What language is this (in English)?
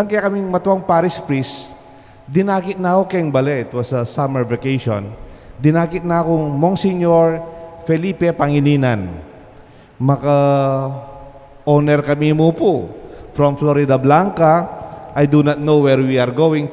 Pampanga